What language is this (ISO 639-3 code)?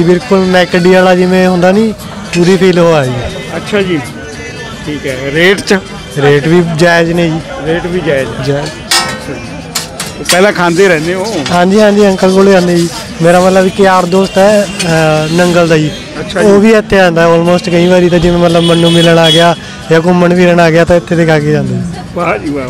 pan